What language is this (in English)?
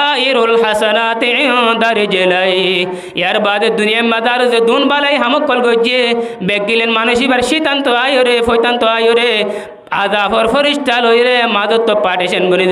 Rohingya